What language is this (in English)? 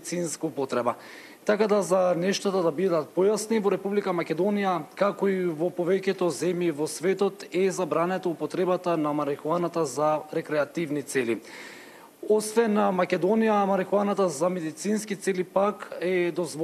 Macedonian